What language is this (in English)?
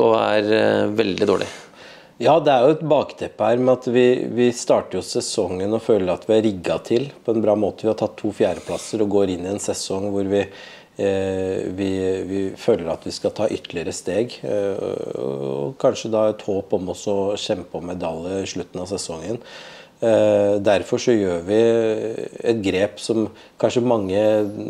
Norwegian